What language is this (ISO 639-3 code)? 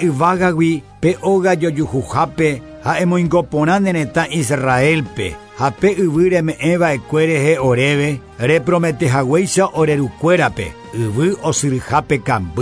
grn